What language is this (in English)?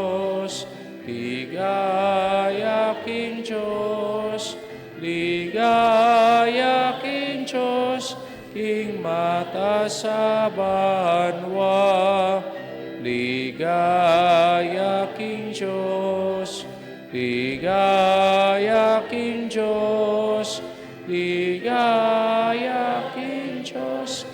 Pampanga